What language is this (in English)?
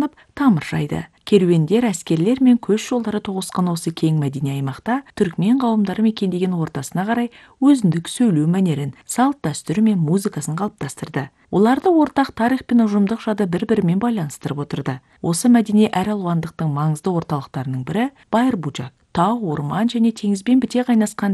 Kazakh